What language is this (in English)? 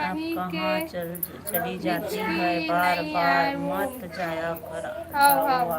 Chhattisgarhi